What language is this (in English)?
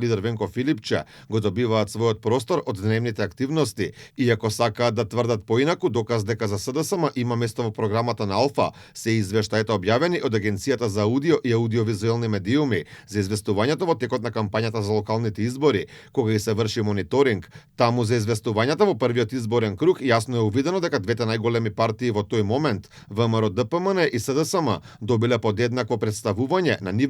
Macedonian